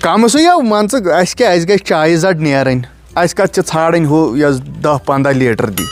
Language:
Kashmiri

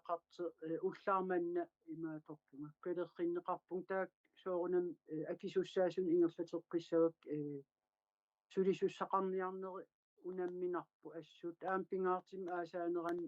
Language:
Kalaallisut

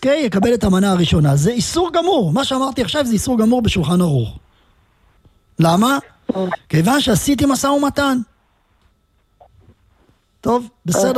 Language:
Hebrew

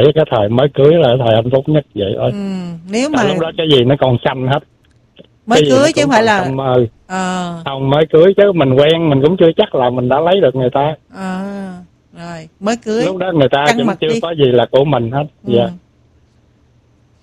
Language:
Vietnamese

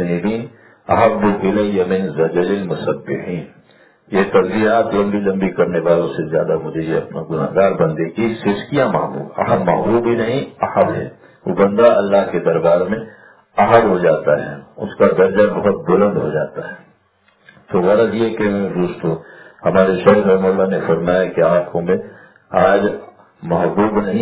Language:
Urdu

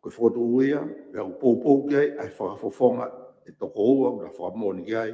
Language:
Tongan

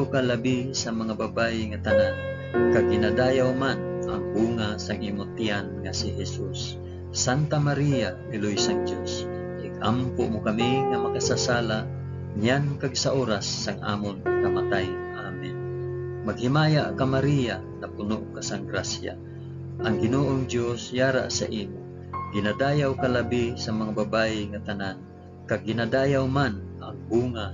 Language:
Hiligaynon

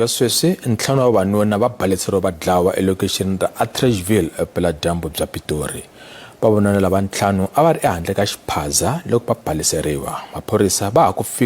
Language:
Tsonga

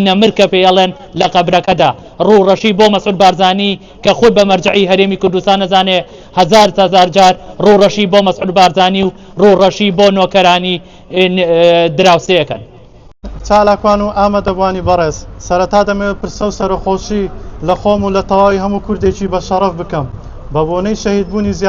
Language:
Central Kurdish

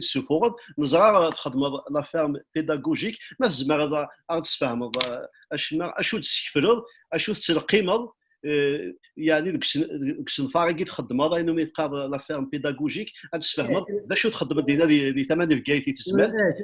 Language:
Kabyle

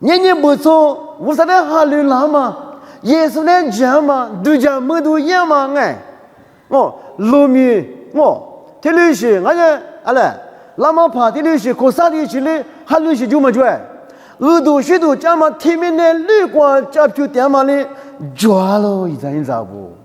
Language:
Lisu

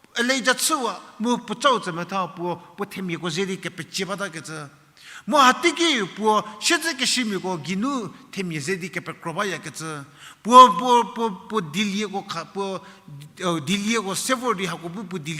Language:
Angami Naga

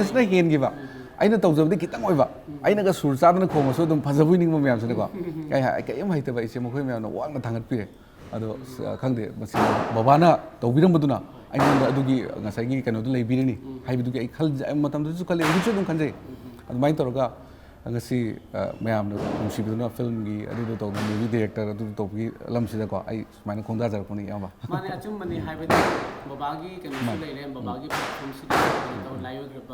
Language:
Manipuri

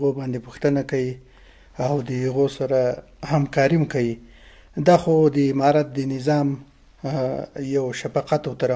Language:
Pashto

